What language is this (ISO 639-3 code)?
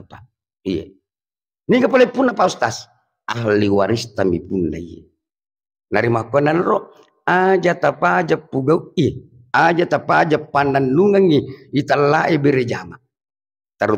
bug